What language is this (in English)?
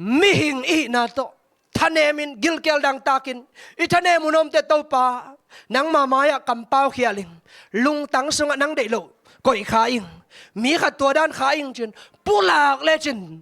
Tedim Chin